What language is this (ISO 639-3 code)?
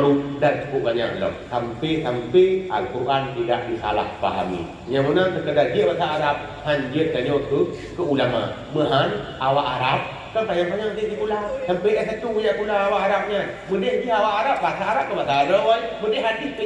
ace